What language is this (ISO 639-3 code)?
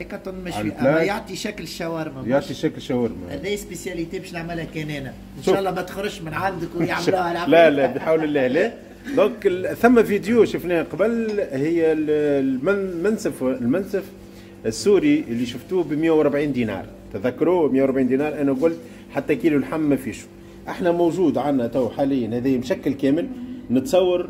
aeb